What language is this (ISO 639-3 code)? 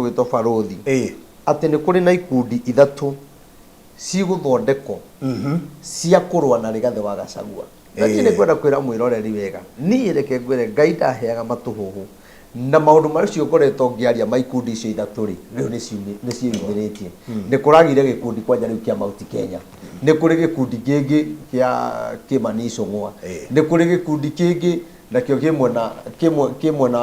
kik